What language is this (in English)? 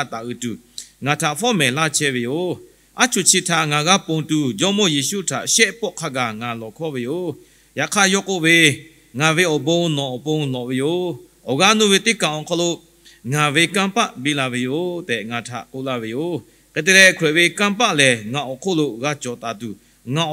Lahu